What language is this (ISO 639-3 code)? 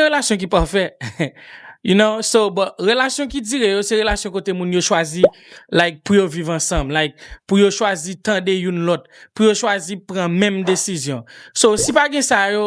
hat